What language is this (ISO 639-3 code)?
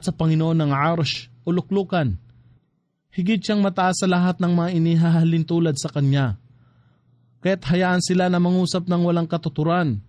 fil